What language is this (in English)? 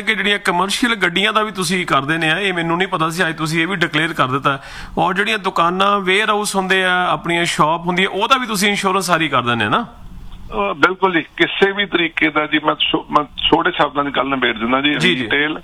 Punjabi